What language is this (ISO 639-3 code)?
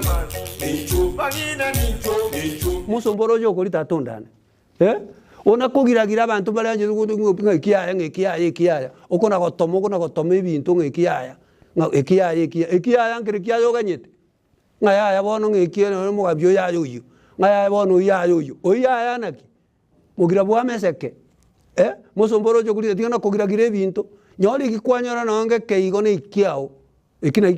guz